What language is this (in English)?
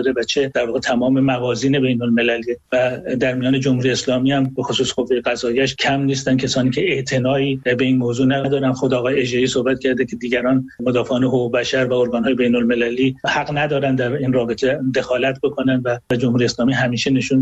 Persian